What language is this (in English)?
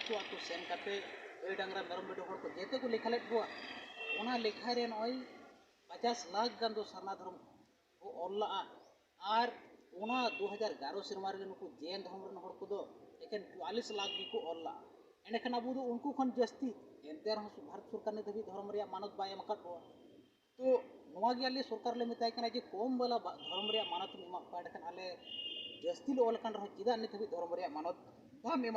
Santali